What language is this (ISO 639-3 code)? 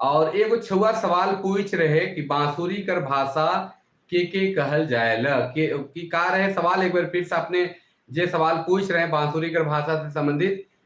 sck